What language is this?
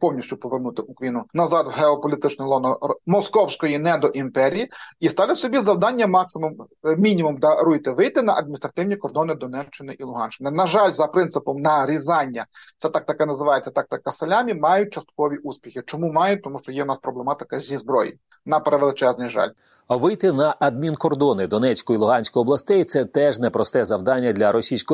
Ukrainian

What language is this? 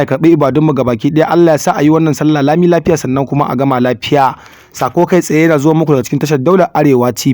Hausa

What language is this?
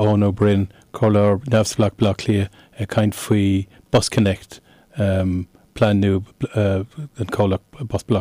Irish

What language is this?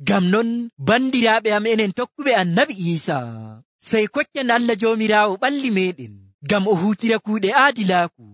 Nigerian Fulfulde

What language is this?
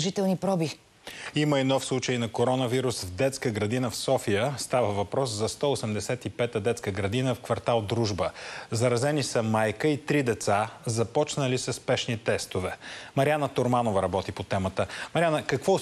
Bulgarian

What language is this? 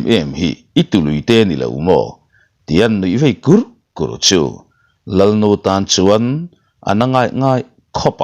Mizo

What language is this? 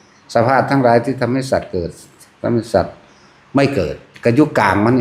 Northeastern Thai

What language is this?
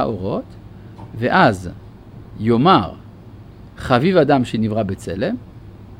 Hebrew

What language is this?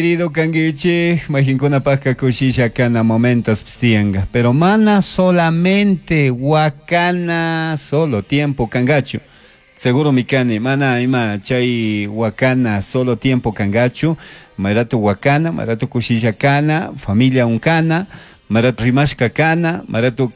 Chimborazo Highland Quichua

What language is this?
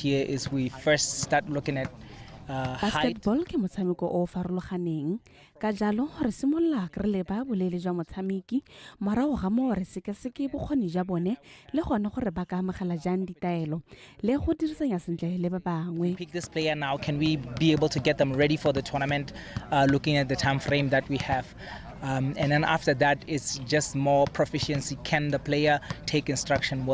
Tswana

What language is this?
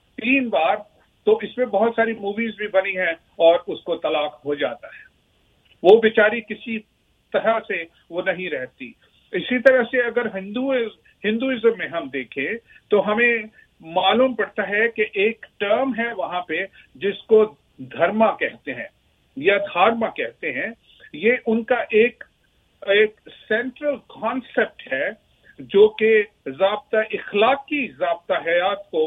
Urdu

